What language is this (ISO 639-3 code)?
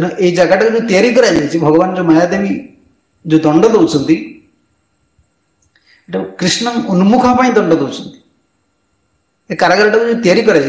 ori